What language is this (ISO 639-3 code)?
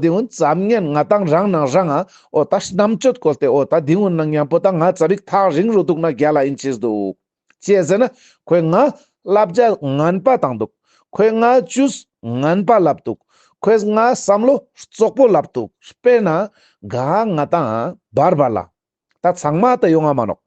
lbj